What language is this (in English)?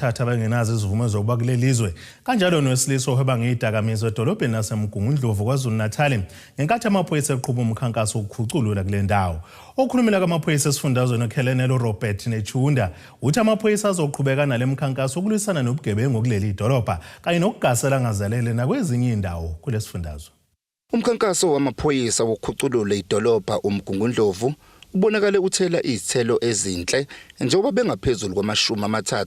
Zulu